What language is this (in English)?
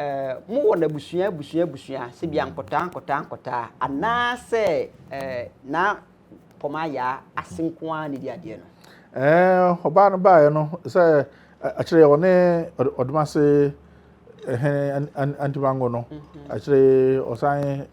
Akan